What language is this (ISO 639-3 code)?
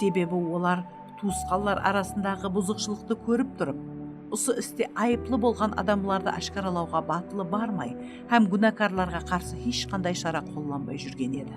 kaa